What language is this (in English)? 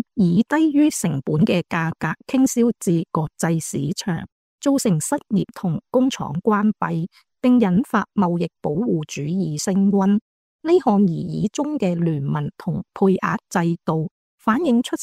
Cantonese